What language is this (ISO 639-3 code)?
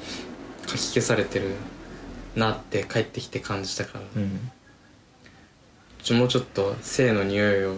jpn